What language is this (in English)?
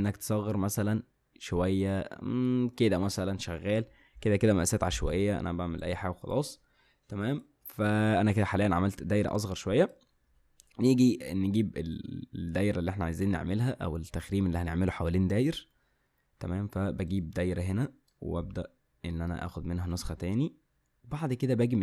Egyptian Arabic